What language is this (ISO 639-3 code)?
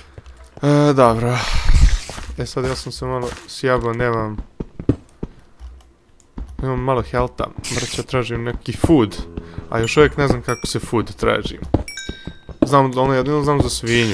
hrv